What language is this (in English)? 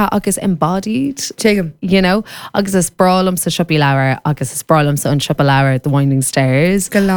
Irish